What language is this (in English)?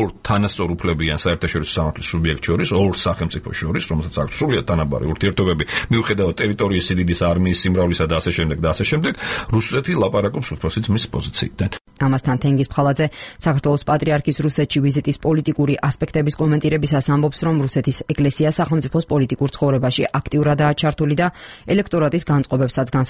Georgian